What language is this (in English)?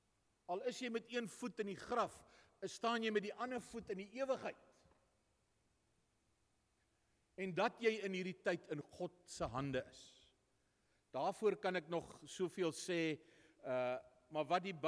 Afrikaans